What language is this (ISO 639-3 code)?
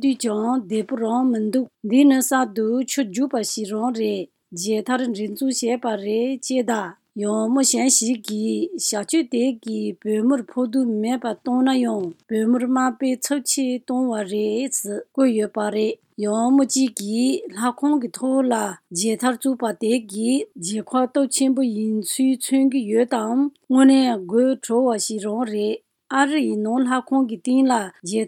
bod